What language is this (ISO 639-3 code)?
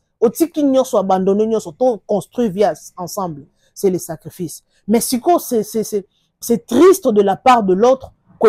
lin